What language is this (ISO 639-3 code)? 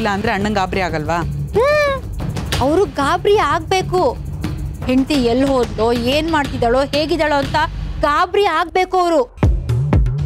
kan